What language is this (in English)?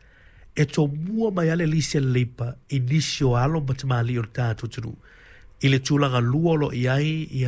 Samoan